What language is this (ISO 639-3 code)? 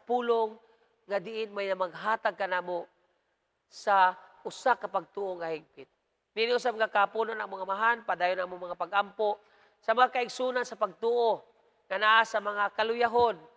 ceb